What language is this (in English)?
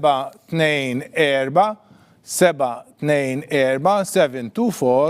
Maltese